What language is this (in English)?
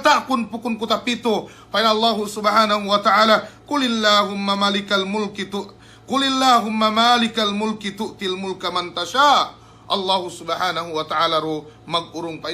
Yakan